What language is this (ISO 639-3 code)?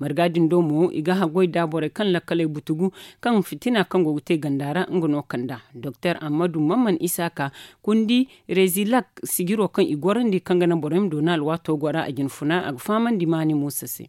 dje